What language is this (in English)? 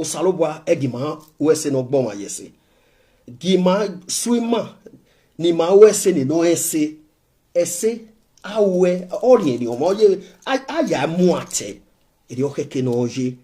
Nigerian Pidgin